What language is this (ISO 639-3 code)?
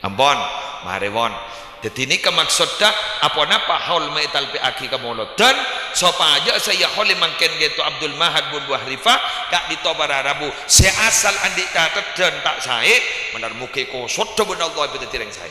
mad